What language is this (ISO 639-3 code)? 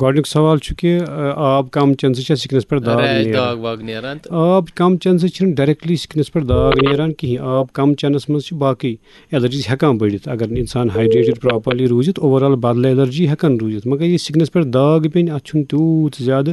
kas